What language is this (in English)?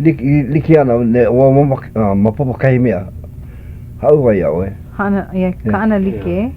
Hawaiian